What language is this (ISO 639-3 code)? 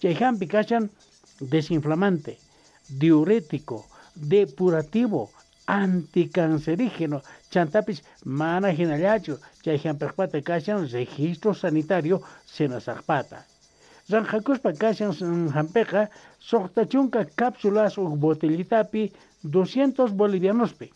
quh